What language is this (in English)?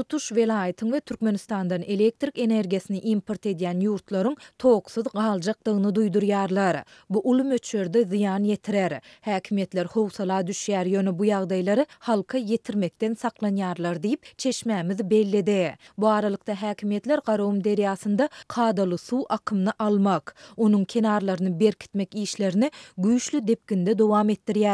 Turkmen